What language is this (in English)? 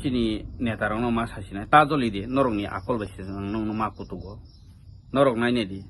Kok Borok